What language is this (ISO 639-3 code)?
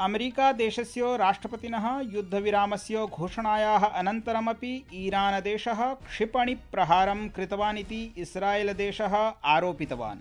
san